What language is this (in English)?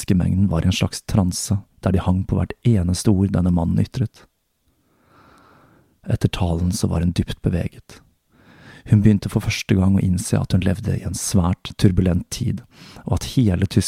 Norwegian